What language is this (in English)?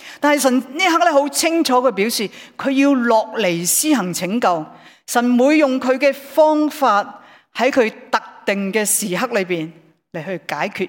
Cantonese